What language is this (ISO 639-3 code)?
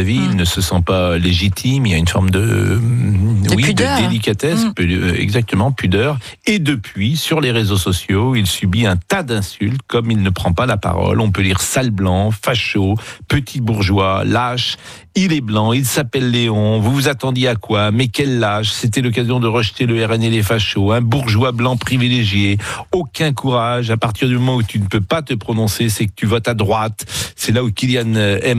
fra